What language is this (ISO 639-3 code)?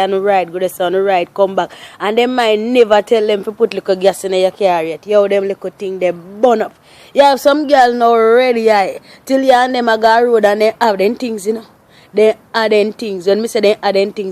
jam